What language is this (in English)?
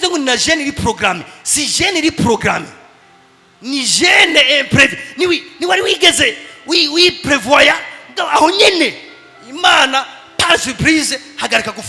Rundi